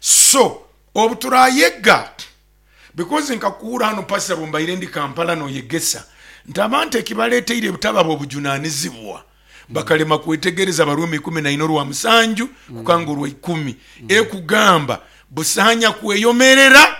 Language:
Nyoro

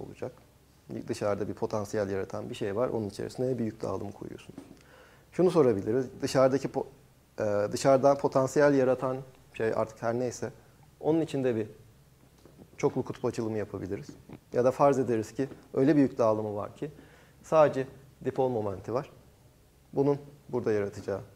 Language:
Turkish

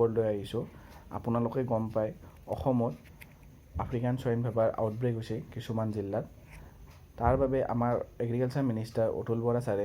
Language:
Assamese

